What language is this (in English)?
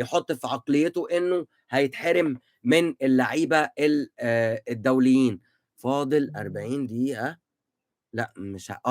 Egyptian Arabic